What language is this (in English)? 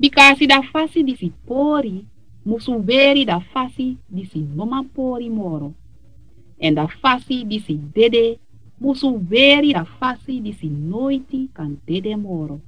Sranan Tongo